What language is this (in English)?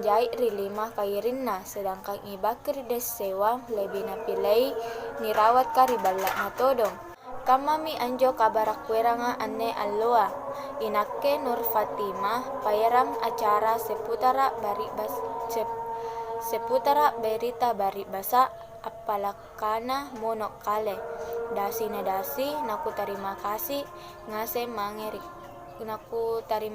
Makasar